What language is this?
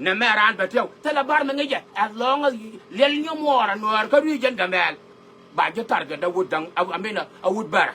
Nuer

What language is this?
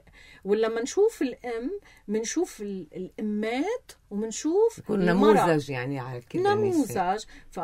North Levantine Arabic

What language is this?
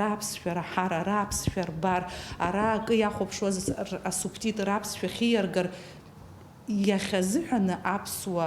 Abkhazian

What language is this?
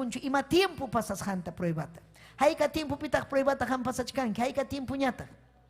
Ayacucho Quechua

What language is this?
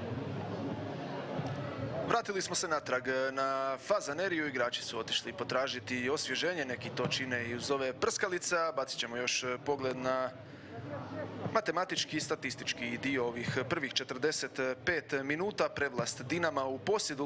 Croatian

